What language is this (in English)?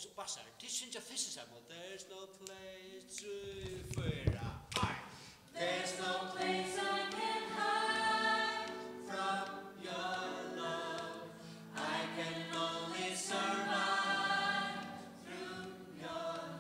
Faroese